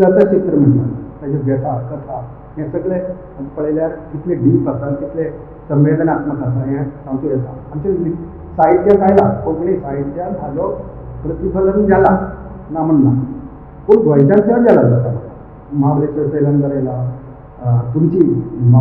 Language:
Konkani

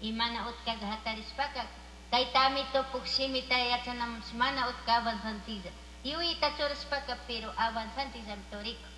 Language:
Chimborazo Highland Quichua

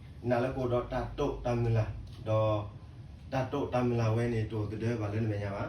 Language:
S'gaw Karen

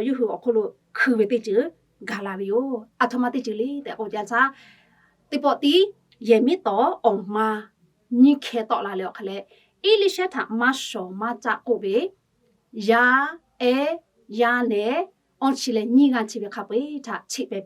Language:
Lahu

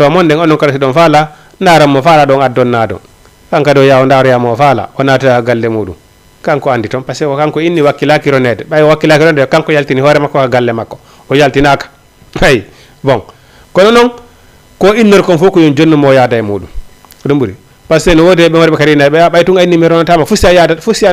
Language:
Fula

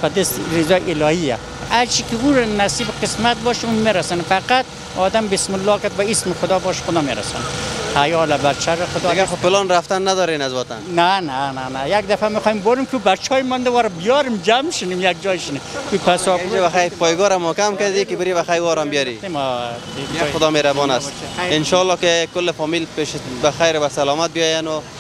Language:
Persian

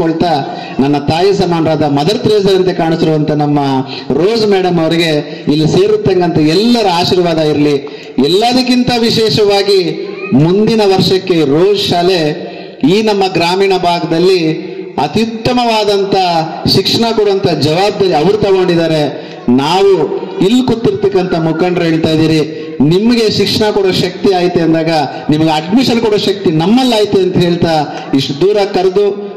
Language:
Kannada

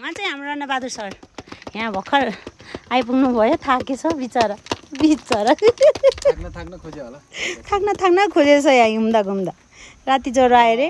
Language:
Nepali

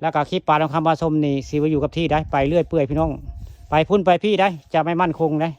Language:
Northeastern Thai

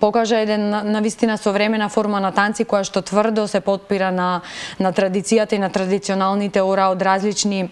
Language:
Macedonian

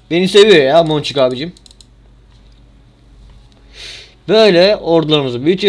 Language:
Turkish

